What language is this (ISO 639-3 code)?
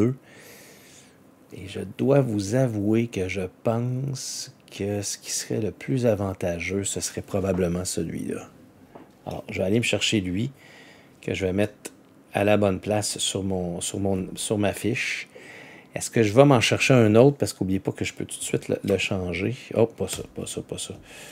fra